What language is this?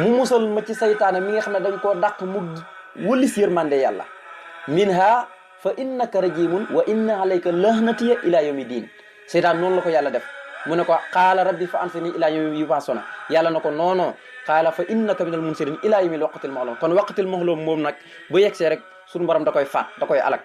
Wolof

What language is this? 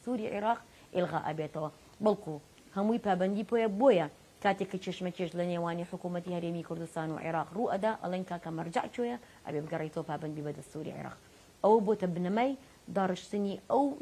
Central Kurdish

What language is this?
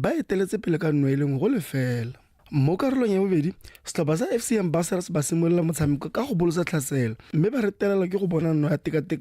Tswana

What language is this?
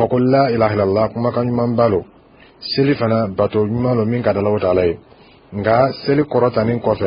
Dyula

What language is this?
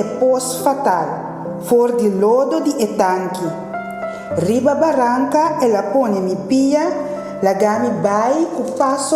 Papiamento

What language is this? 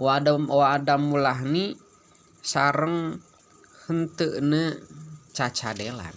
Sundanese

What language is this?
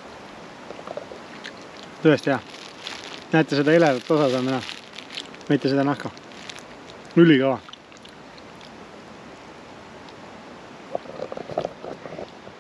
Estonian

